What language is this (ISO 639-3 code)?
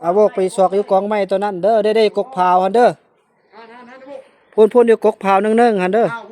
tts